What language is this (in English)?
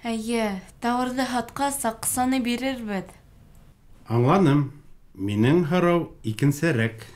Bashkir